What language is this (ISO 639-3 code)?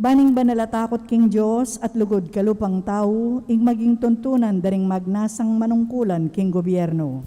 pam